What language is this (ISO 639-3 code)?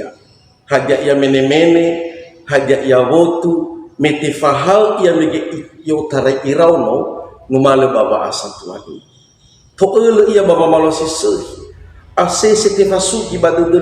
nia